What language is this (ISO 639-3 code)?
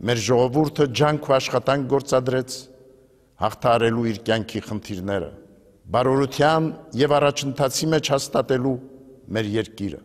hye